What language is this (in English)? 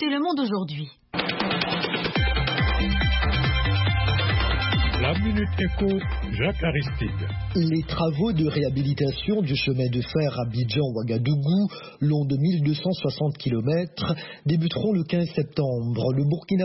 French